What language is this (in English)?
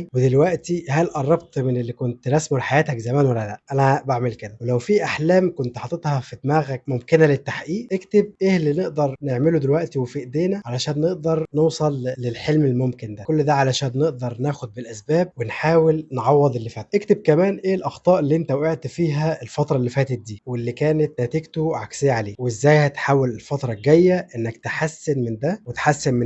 Egyptian Arabic